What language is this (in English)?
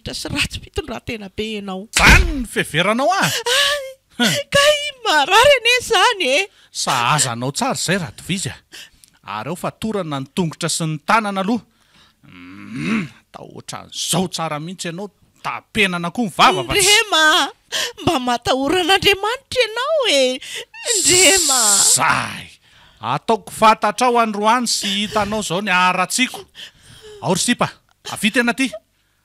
Malagasy